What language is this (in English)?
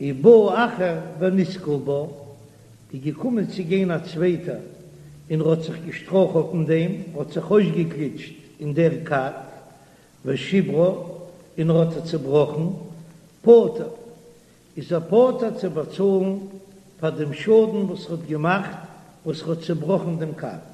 Yiddish